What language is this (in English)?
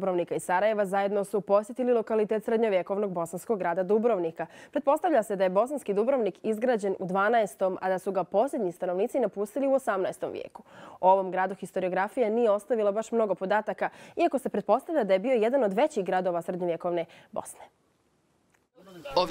Bosnian